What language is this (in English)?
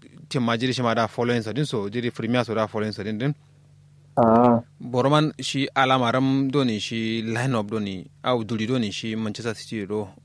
Kanuri